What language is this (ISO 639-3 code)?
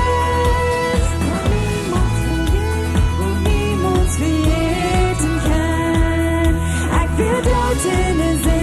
pdt